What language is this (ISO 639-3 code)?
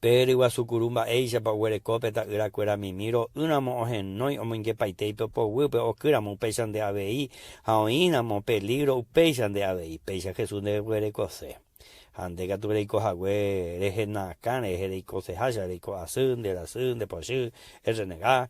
grn